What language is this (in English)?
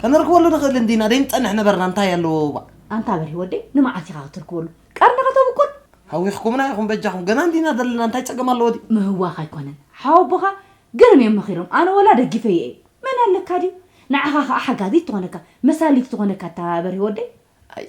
Tigrinya